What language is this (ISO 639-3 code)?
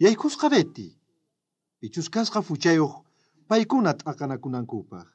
quh